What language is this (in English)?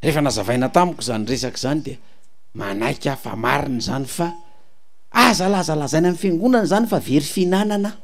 Malagasy